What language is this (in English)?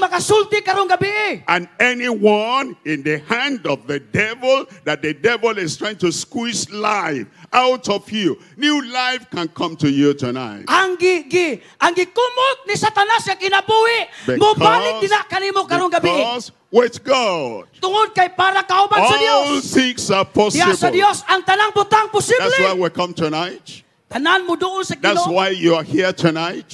Cebuano